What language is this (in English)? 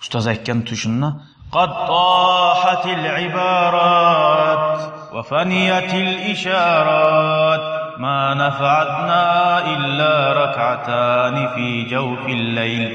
Kumyk